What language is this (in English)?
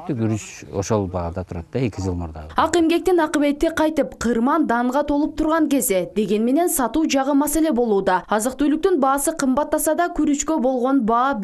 Kyrgyz